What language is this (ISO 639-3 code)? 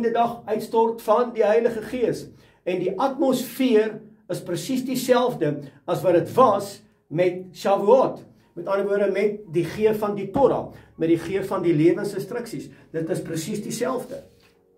afr